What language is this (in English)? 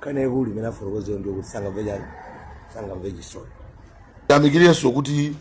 Nyanja